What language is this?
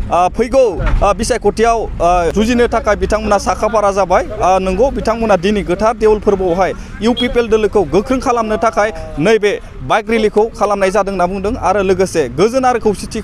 Bodo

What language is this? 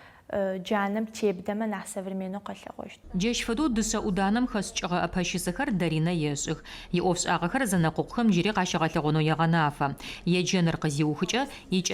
Adyghe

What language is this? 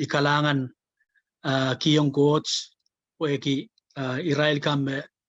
Pohnpeian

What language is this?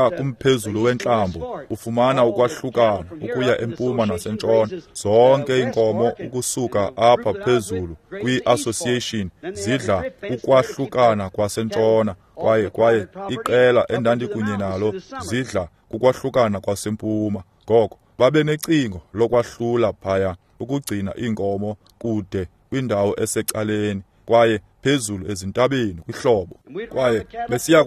Xhosa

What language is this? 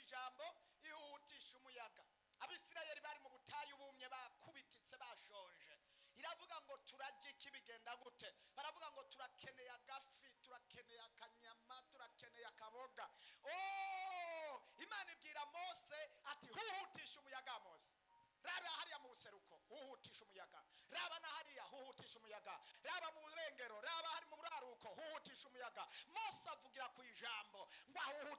Rundi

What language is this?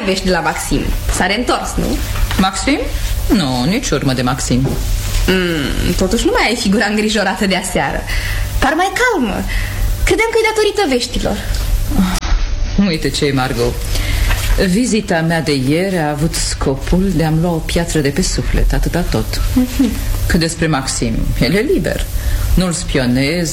Romanian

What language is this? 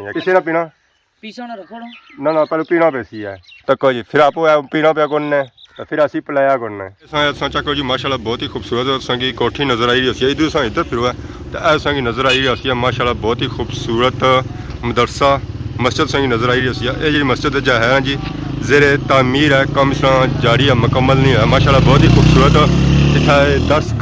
Pahari-Potwari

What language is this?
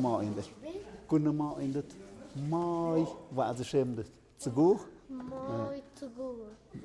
Tlahuitoltepec Mixe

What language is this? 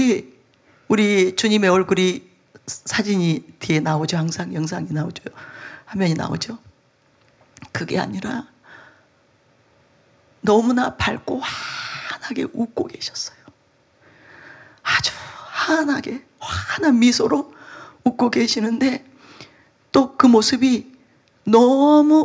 Korean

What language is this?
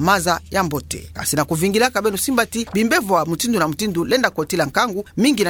Kituba (Democratic Republic of Congo)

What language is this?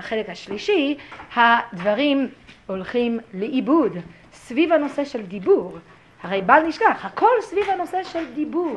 Hebrew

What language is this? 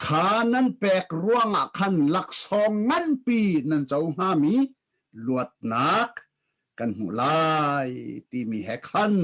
Hakha Chin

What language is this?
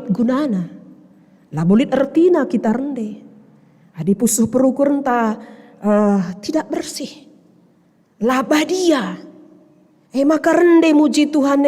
Batak Karo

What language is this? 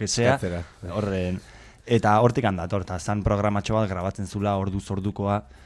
Basque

